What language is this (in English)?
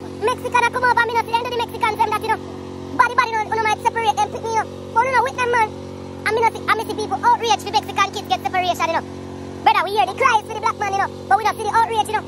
Jamaican Creole English